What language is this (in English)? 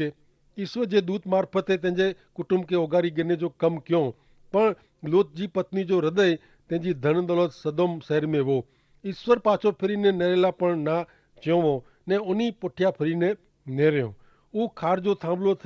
Kachhi